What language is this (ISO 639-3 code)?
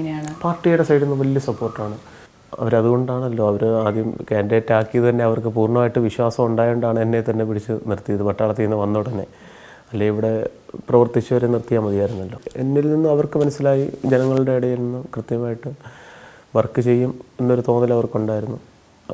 mal